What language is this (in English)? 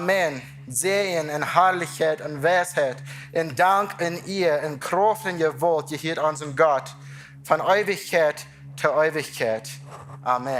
Plautdietsch